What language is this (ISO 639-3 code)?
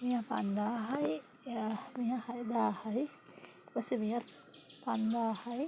sin